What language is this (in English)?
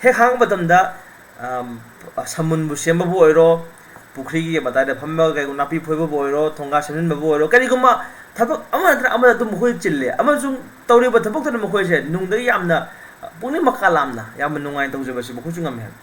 Manipuri